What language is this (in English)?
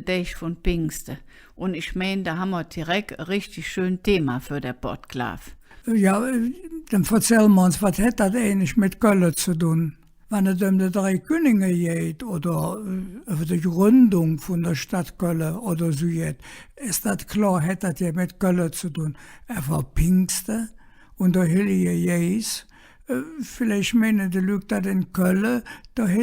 Colognian